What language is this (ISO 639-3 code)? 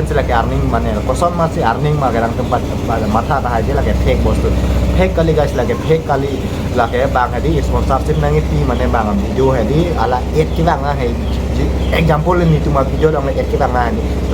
mjw